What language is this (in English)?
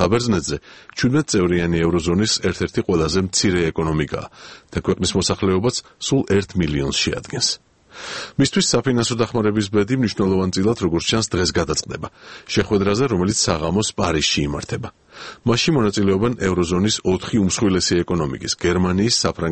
Georgian